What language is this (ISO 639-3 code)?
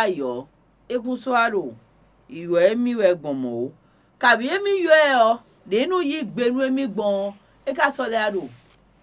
fon